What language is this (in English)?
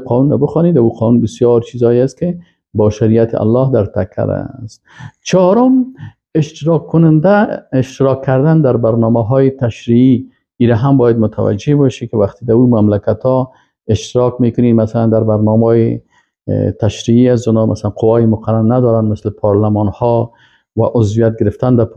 Persian